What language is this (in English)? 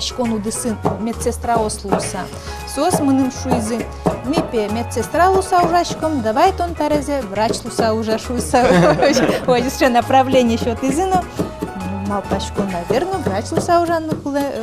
Udmurt